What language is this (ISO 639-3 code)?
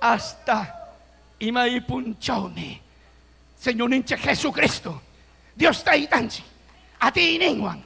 quy